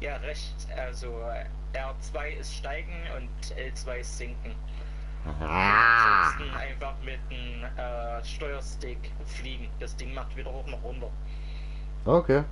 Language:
Swiss German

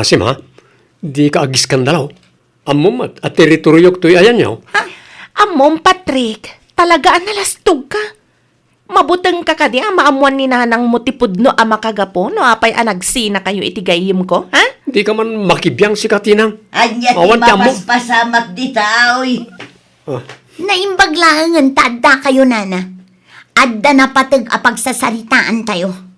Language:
Iloko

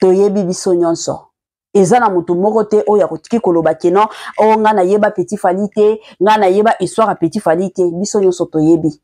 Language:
Lingala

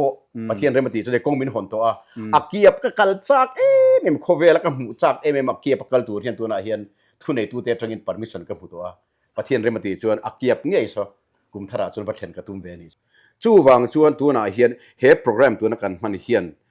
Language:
Mizo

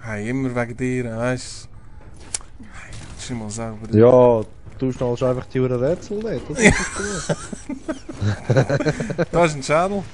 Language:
Swiss German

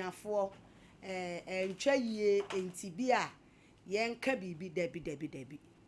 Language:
Akan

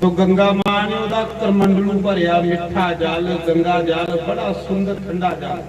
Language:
Dogri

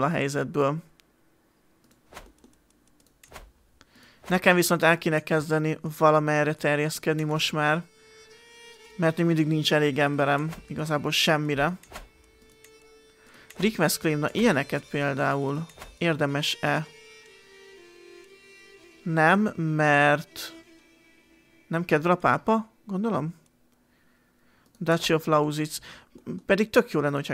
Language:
Hungarian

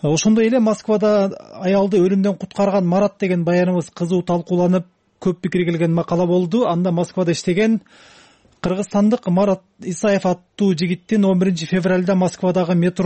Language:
Kyrgyz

